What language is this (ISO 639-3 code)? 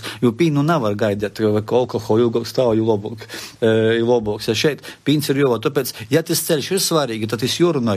lav